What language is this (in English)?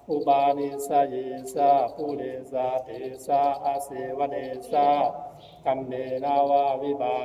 Pali